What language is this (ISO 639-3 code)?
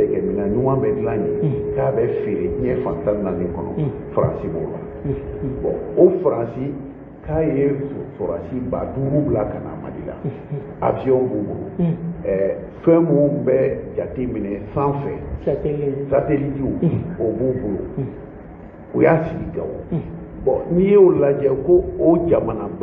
bam